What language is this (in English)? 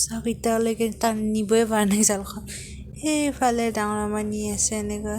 Assamese